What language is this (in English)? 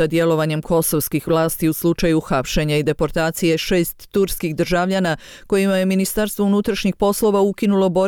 Bosnian